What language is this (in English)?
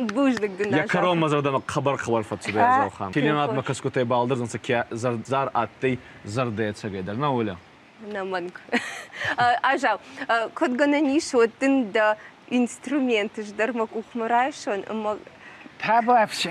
Ossetic